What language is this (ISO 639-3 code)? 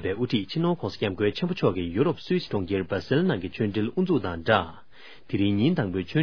bod